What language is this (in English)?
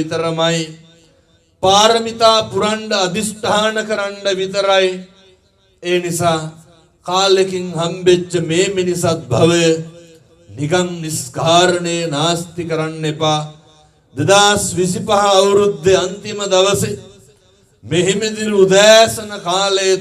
Sinhala